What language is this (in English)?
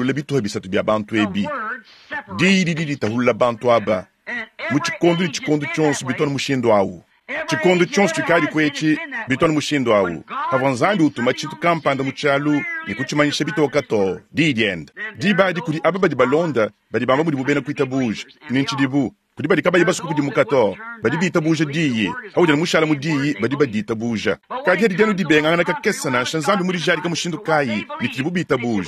Luba-Lulua